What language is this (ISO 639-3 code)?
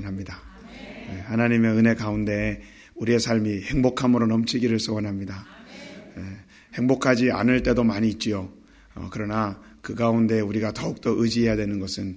kor